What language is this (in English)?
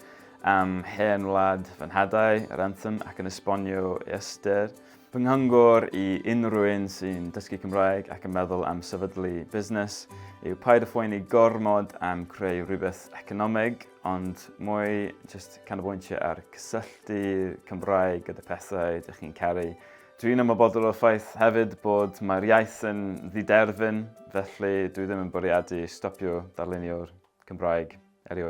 Welsh